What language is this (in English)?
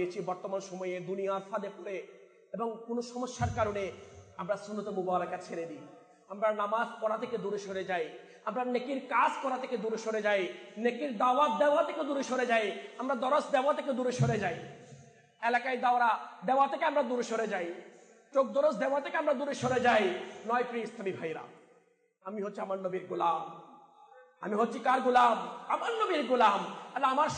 Bangla